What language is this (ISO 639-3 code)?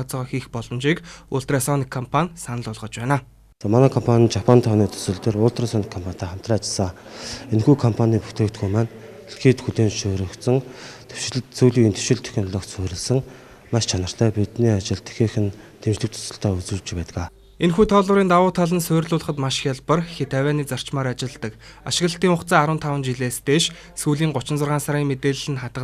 mon